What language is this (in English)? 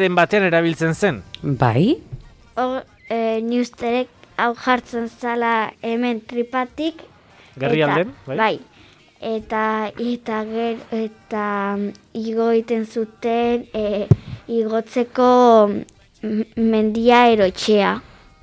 Basque